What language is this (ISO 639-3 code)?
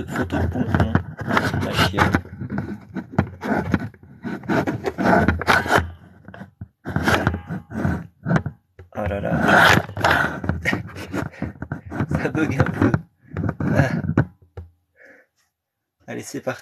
fra